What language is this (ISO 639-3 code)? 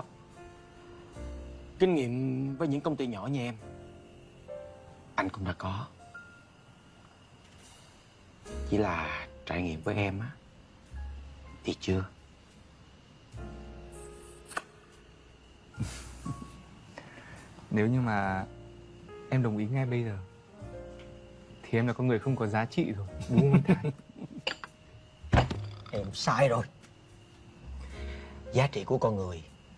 vie